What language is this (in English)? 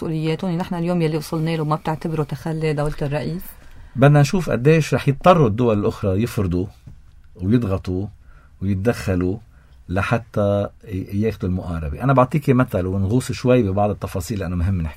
North Levantine Arabic